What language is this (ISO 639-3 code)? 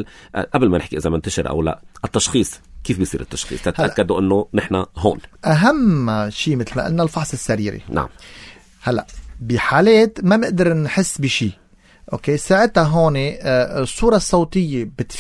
apc